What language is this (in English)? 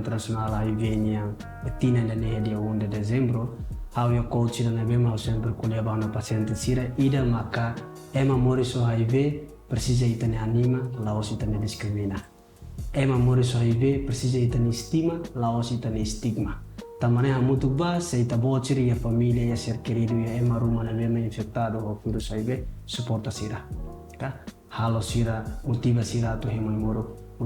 Tetum